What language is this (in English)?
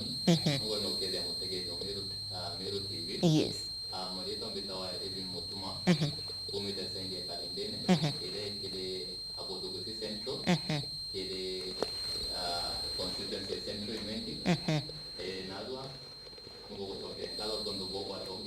Meru